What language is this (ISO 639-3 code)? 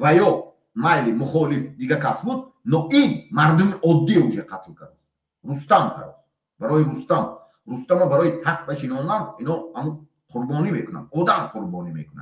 tgk